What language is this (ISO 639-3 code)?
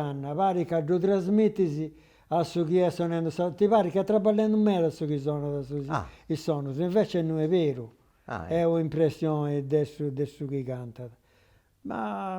srd